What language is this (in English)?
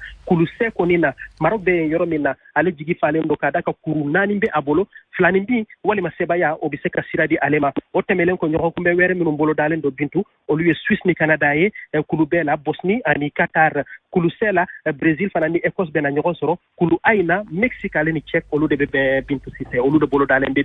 Bambara